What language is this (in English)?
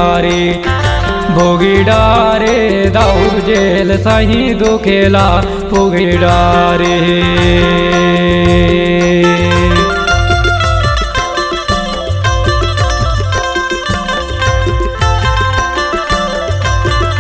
Chhattisgarhi